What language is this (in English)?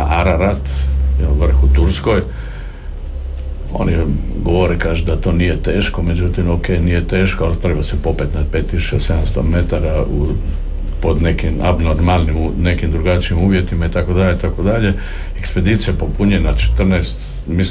Croatian